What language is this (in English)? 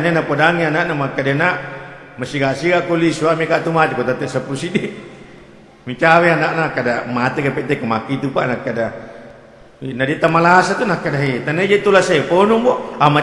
Buginese